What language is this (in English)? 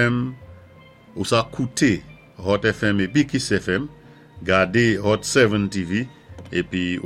Saint Lucian Creole French